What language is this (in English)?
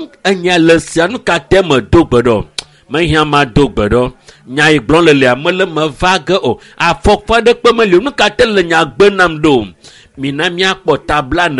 Ewe